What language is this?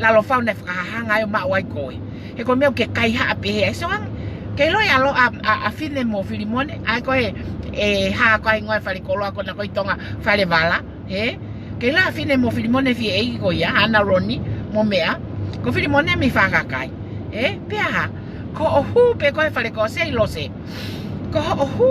Tongan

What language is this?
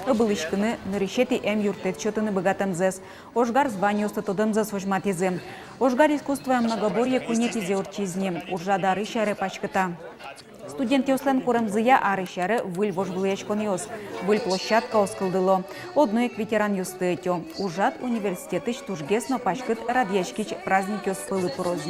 Udmurt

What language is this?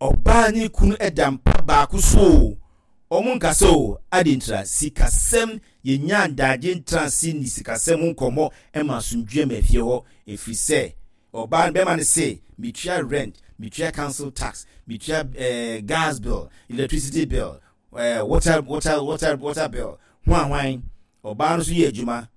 Akan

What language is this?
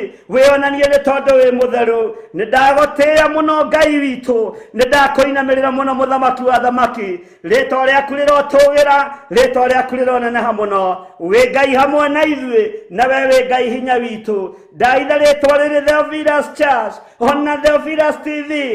Kikuyu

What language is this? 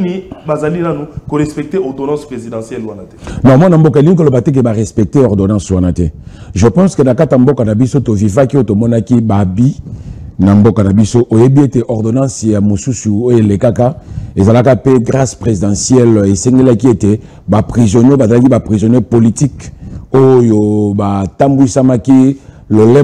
Lingala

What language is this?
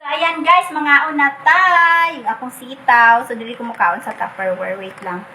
Cebuano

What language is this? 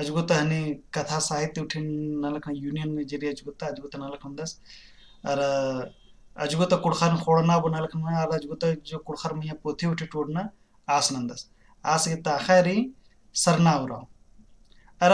Kurukh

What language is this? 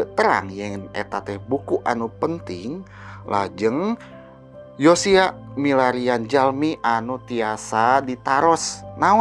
Sundanese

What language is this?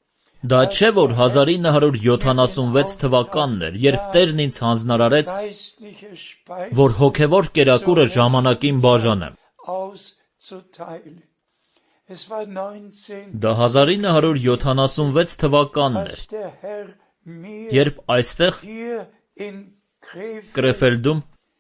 Armenian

